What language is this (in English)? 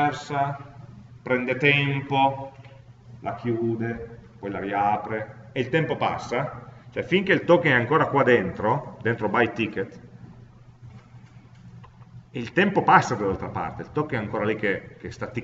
Italian